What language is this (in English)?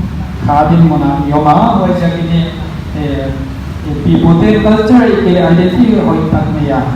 Paite Chin